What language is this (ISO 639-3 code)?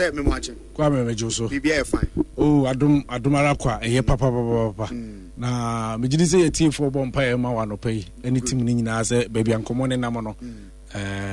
aka